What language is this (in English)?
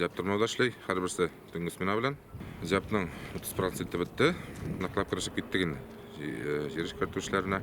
Tatar